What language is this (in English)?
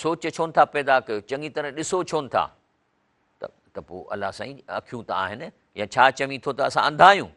Sindhi